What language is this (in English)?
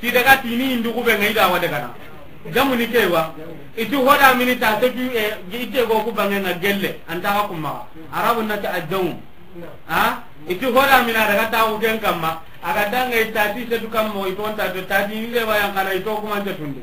Soninke